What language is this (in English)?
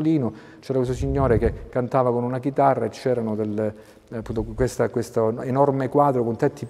Italian